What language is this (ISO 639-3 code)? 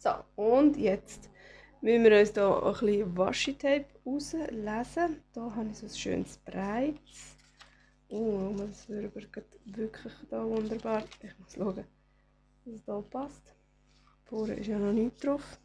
gsw